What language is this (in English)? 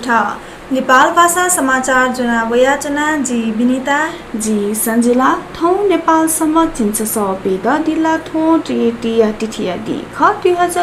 Newari